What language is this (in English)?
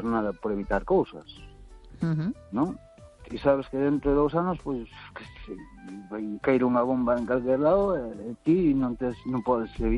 Galician